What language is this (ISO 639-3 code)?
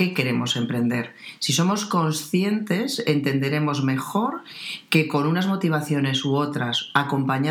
spa